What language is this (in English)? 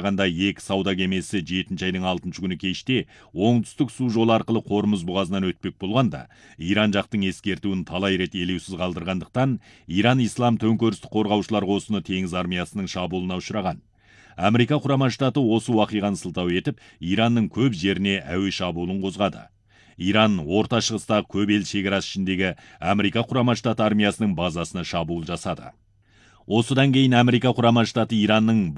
Kazakh